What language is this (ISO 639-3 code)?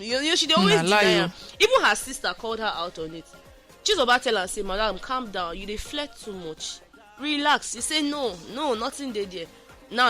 pcm